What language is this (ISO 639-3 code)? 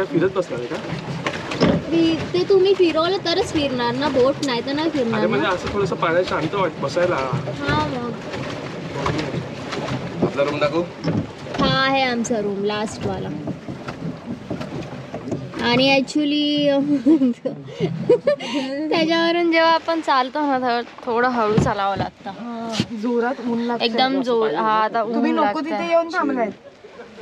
mar